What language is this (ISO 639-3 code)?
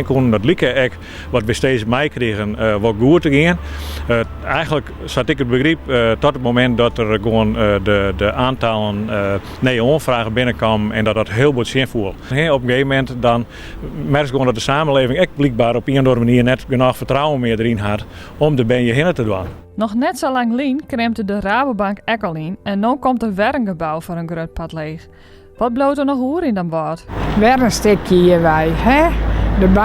fry